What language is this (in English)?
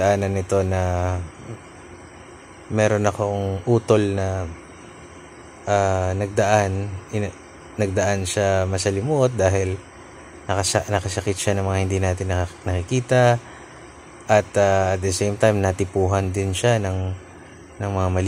Filipino